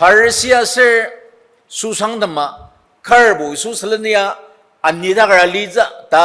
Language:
Ao Naga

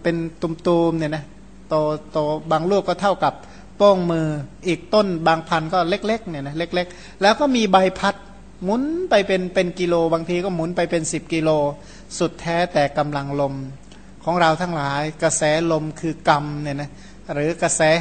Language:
Thai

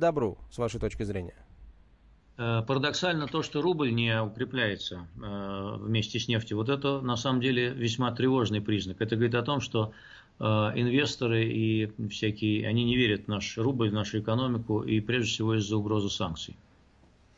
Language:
Russian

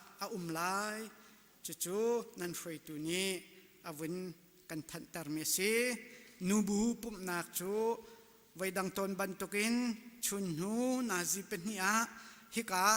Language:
Hakha Chin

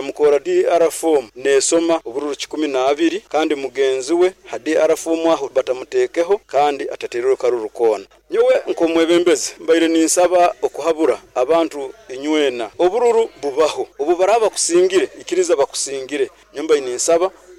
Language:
Nyankole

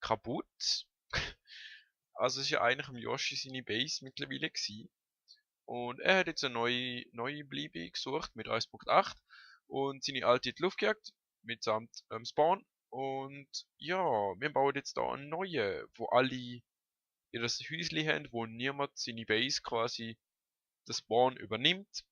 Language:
Swiss German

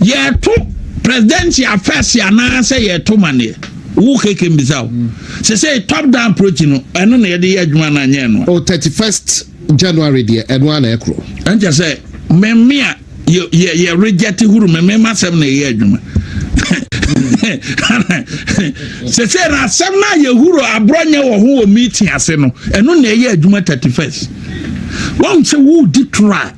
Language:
Akan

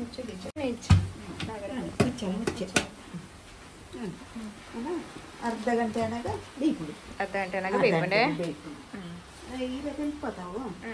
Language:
Tulu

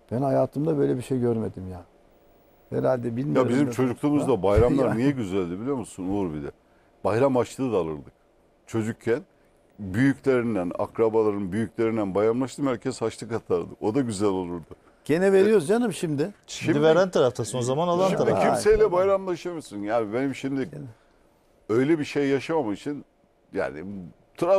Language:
Turkish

